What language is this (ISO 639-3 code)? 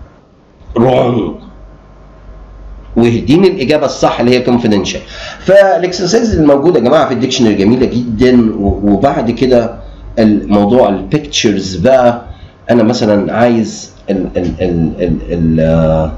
arz